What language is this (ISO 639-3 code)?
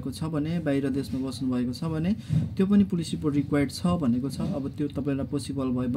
nep